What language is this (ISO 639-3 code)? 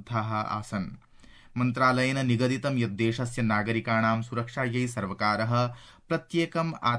san